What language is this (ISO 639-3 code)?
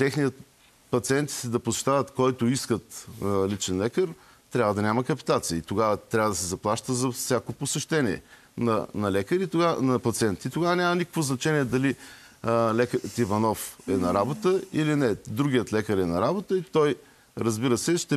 bul